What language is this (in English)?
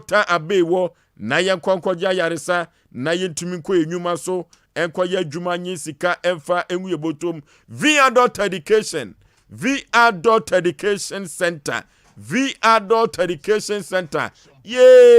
Akan